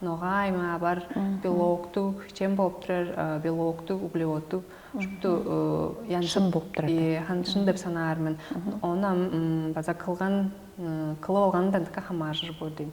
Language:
Tuvinian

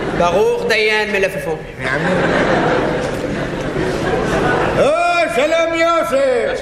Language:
Hebrew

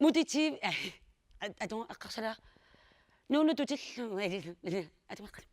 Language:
Kalaallisut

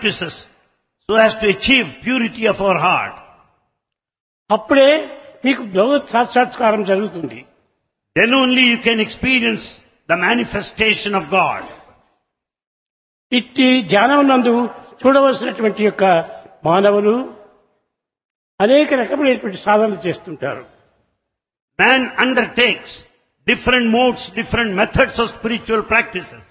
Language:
Telugu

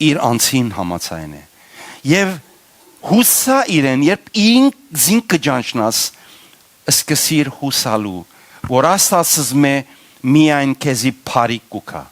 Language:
Western Armenian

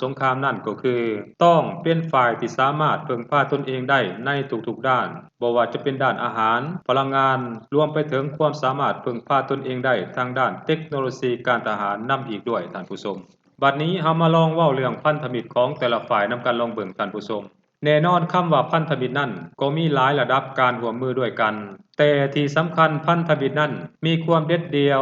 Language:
Lao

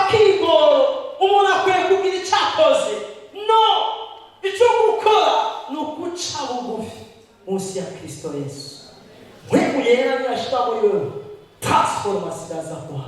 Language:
Rundi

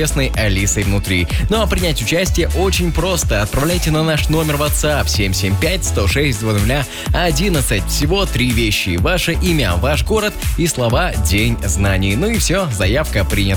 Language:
Russian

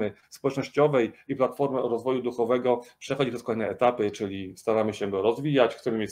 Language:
Polish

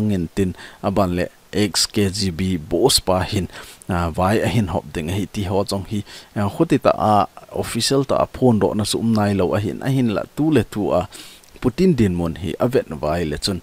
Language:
Thado Chin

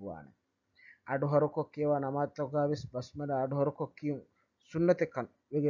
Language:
Divehi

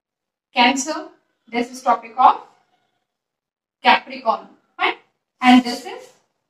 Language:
English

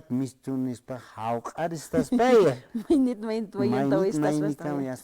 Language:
Aymara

